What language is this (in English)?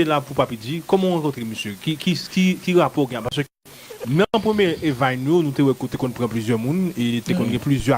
Haitian Creole